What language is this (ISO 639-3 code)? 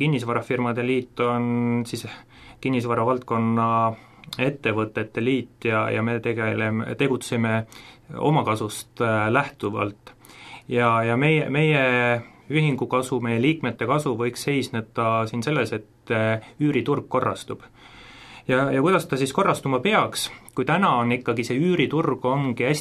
est